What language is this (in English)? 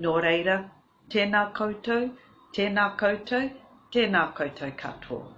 Māori